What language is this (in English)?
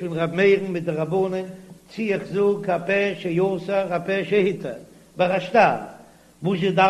Yiddish